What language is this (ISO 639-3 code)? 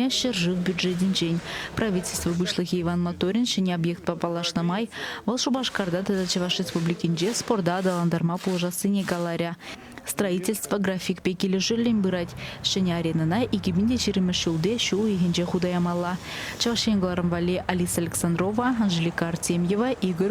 chv